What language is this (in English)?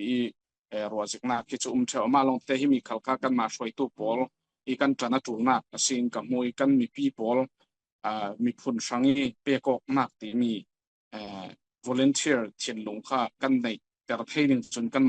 Falam Chin